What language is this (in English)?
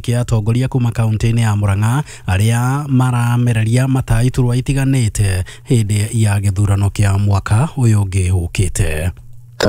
Kikuyu